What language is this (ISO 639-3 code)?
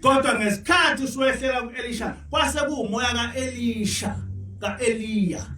zul